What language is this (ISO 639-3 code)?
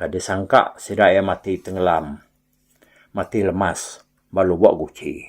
iba